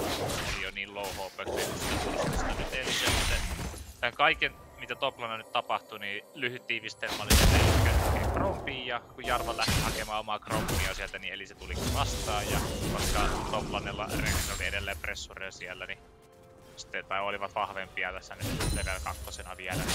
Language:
Finnish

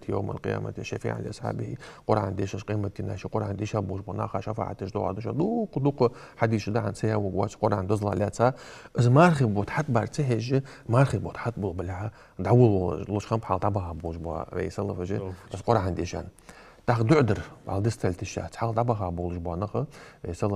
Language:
Ingush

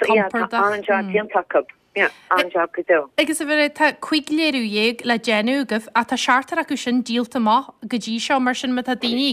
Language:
Irish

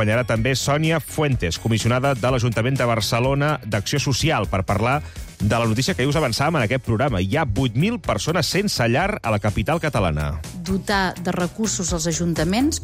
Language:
Catalan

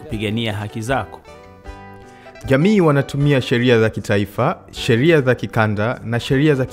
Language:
Swahili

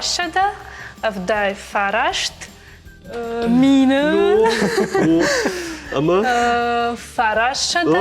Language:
Ossetic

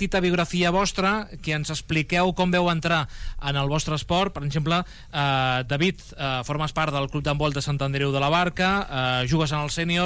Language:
Catalan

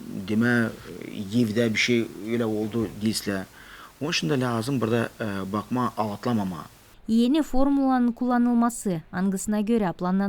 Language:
Gagauz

